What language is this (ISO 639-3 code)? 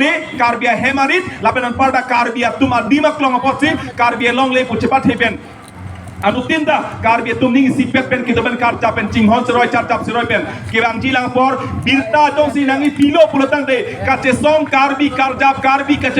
mjw